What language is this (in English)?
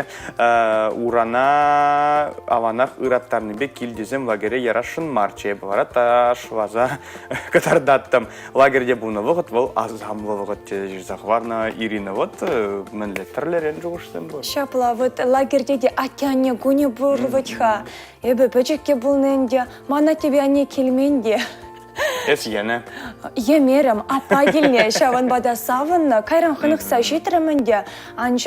Chuvash